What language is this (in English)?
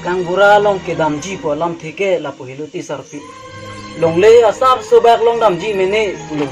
Karbi